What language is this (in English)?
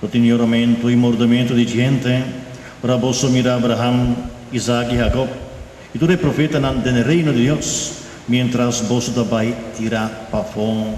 Papiamento